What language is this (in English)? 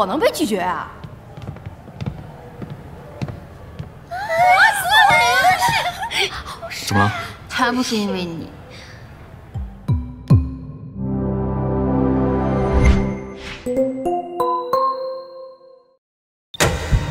Chinese